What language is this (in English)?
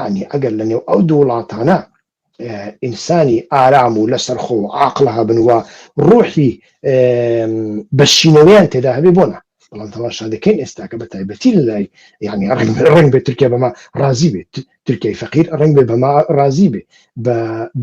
Central Kurdish